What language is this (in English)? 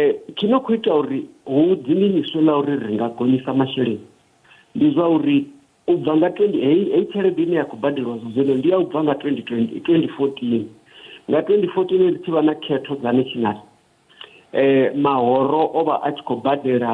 Venda